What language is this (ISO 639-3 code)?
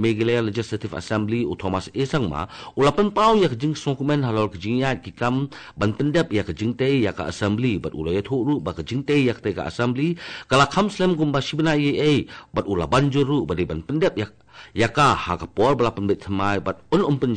kha